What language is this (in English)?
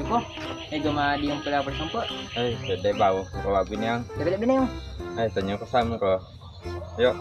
Buginese